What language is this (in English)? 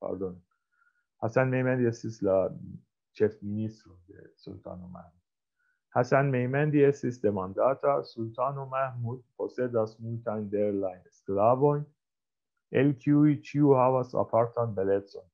Esperanto